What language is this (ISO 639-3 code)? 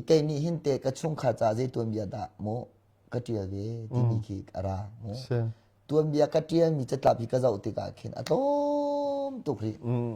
cnh